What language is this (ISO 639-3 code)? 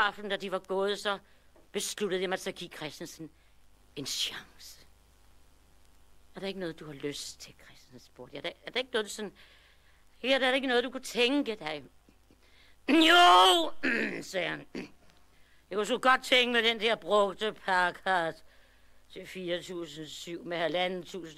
dan